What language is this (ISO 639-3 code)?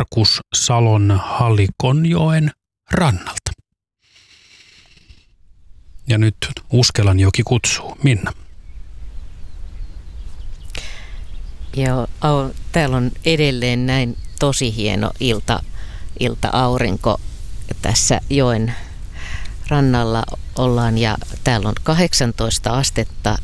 fin